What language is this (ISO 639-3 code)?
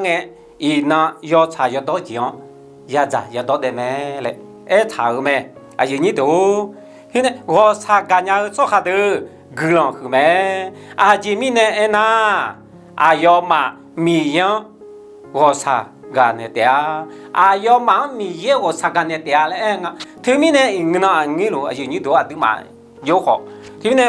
ahk